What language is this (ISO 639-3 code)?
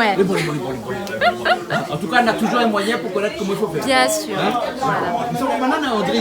rcf